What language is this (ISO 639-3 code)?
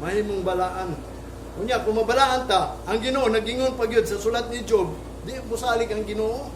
ceb